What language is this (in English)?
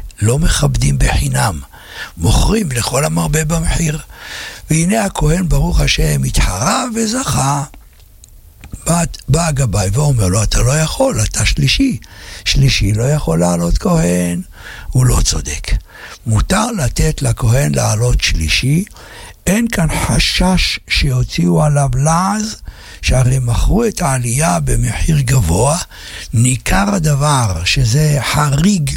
Hebrew